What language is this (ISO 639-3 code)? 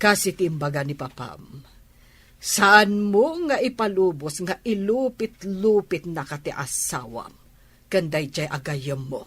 ilo